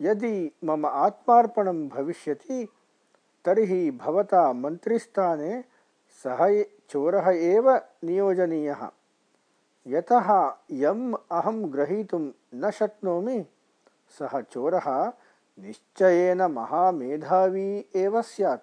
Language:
Sanskrit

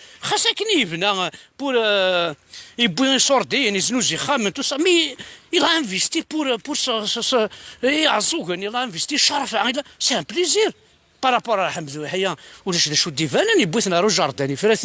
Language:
Kabyle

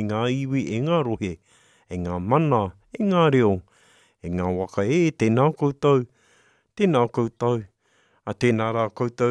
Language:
Māori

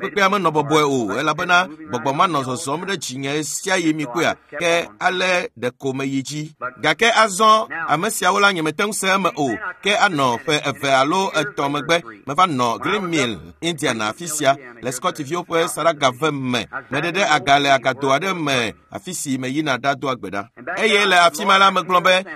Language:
Ewe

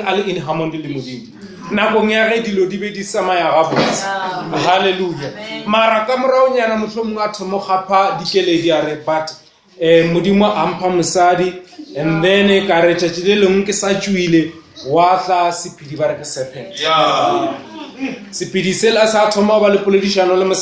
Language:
Northern Sotho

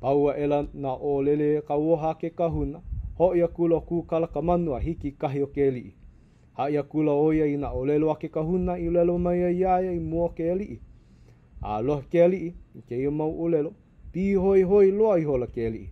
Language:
Hawaiian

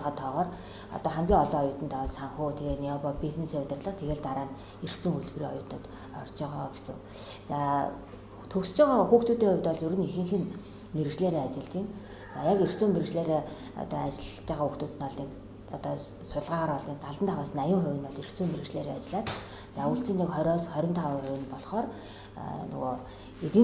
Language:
Mongolian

